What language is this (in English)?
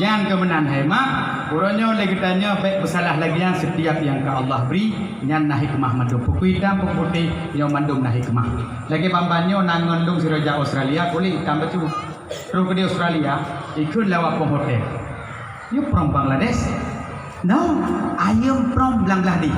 Achinese